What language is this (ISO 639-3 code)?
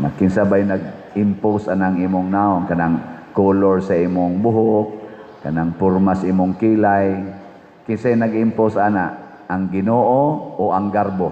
ceb